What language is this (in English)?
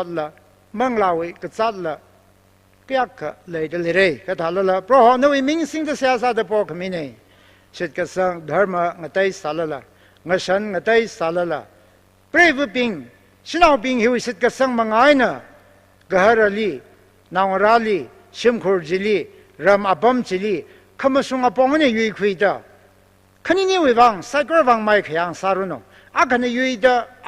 Tangkhul Naga (India)